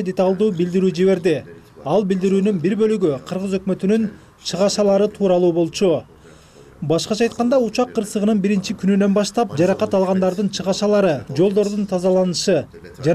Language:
Kyrgyz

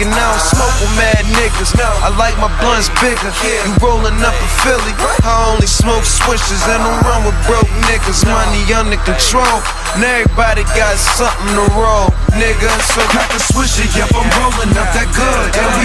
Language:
English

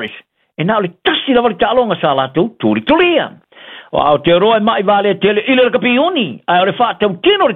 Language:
Samoan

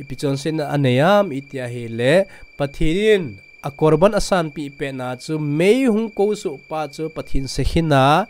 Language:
Thado Chin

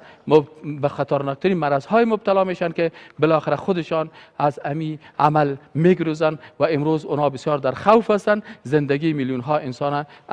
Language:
Persian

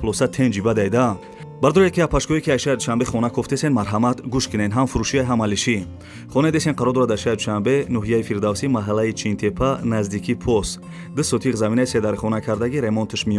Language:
Tajik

